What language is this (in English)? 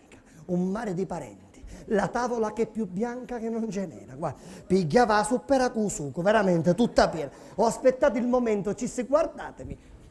Sicilian